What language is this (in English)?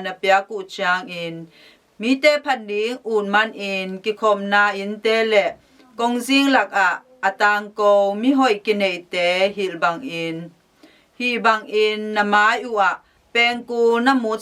Tedim Chin